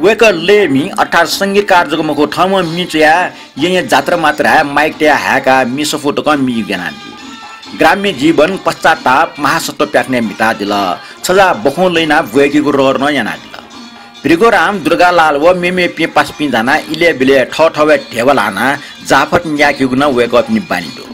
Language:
Newari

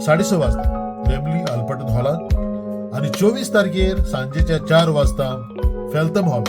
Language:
Konkani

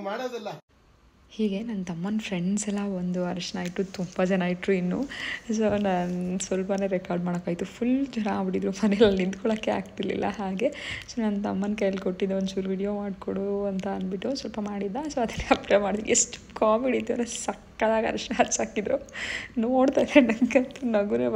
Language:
Kannada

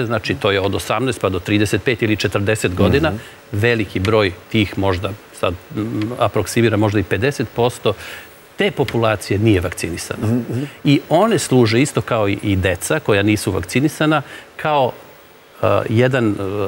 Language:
Serbian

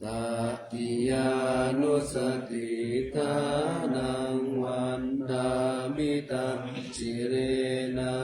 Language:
Pali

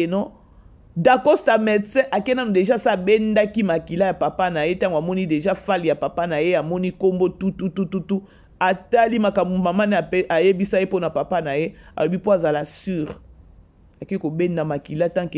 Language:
Lingala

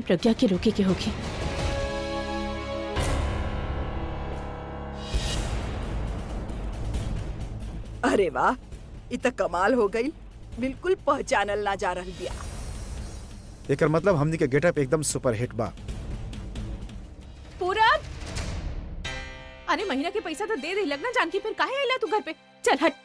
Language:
Bhojpuri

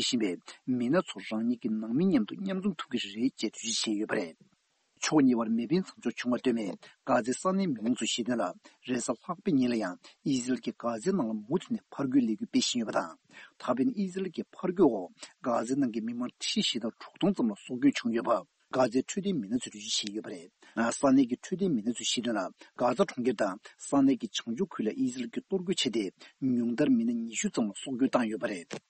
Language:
Tibetan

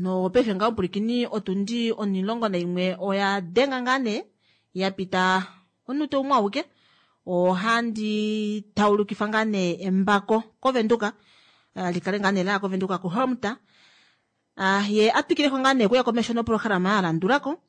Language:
Kuanyama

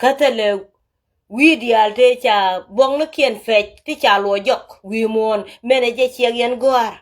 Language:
Nuer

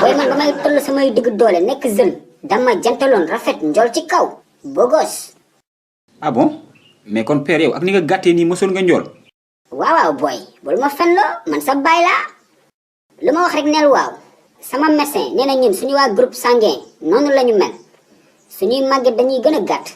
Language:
Wolof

